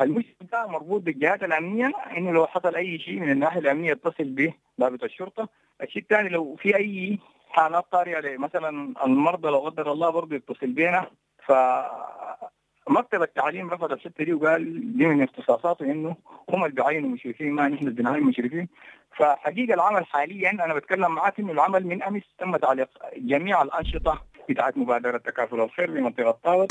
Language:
Sudanese Arabic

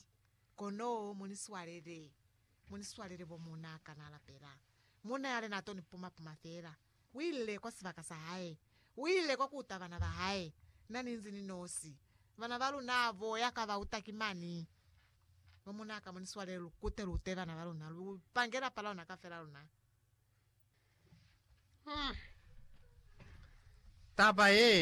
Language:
Lozi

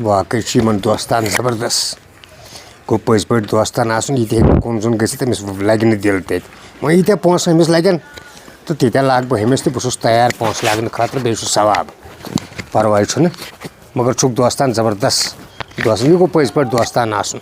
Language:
Kashmiri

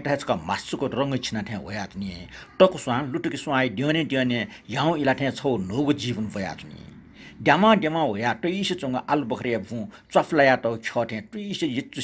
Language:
Newari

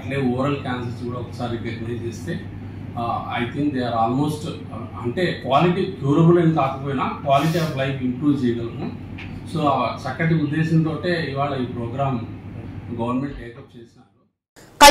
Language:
Telugu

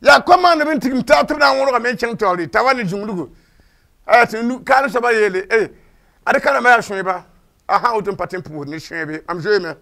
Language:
Mossi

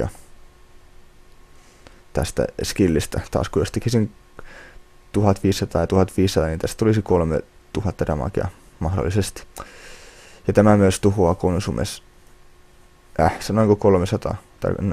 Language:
Finnish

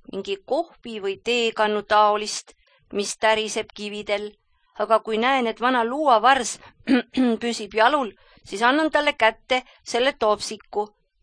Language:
Estonian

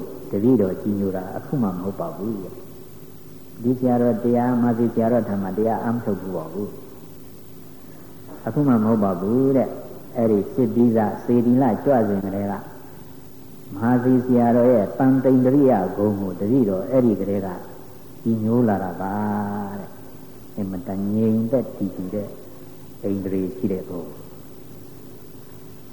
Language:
Burmese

